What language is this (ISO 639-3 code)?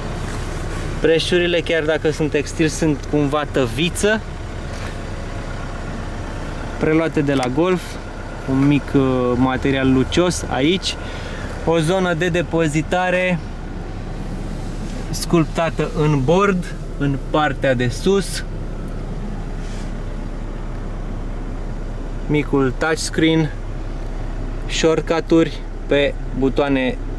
ron